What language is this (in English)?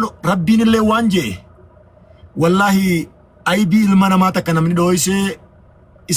Oromo